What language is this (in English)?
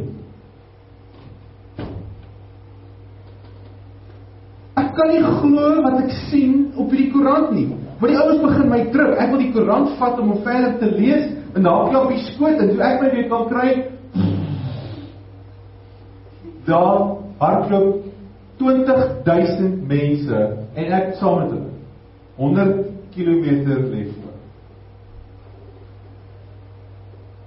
Afrikaans